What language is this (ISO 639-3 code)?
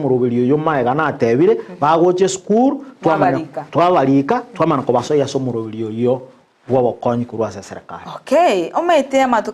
guz